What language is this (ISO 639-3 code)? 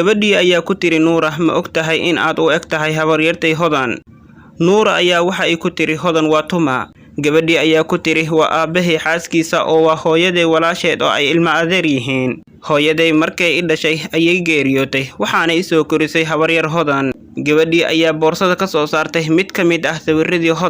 som